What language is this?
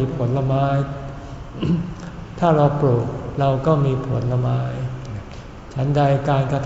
Thai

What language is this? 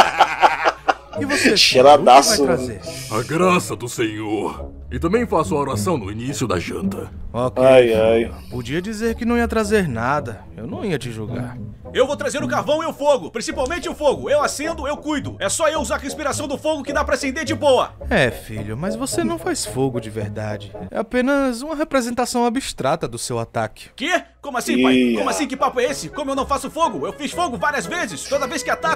Portuguese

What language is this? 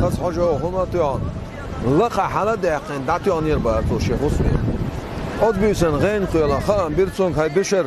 Chechen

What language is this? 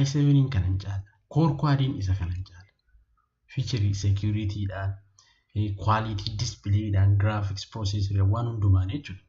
Oromo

